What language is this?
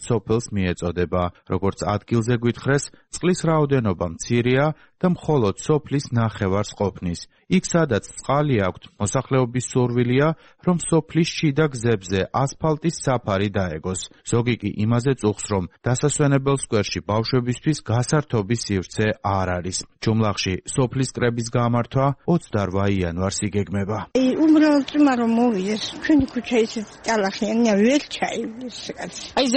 Georgian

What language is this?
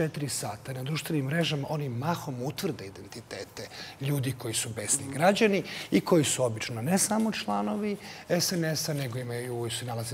Serbian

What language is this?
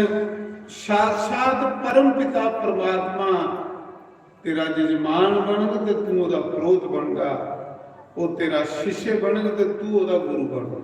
Dogri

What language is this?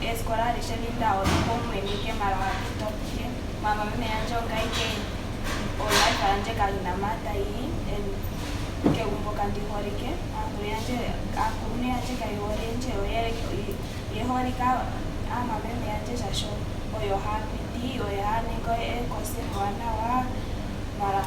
Ndonga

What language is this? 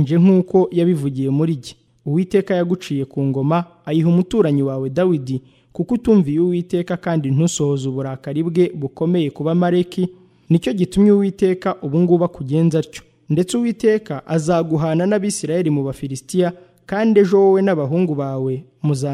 Kinyarwanda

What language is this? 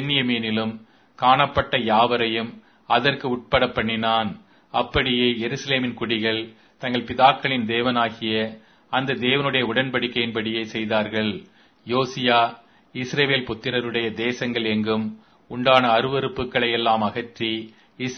Tamil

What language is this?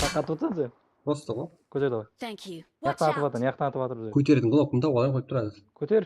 Kara-Kalpak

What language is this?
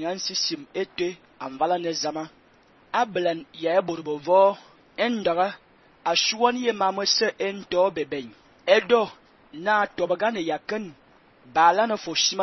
Fang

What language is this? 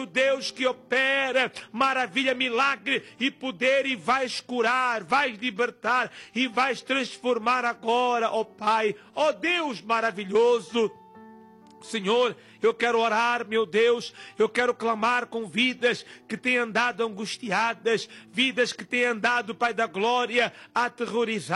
Portuguese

